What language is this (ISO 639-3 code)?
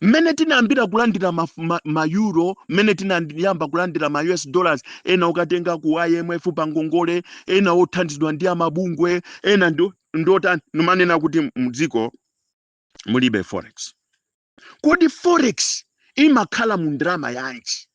nya